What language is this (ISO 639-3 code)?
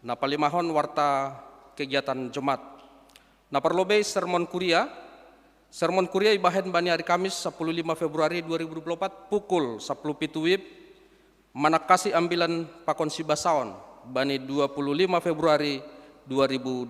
bts